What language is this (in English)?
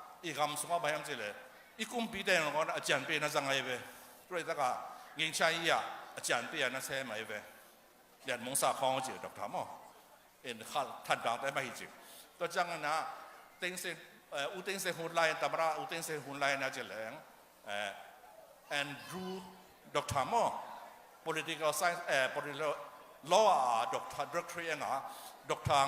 Tedim Chin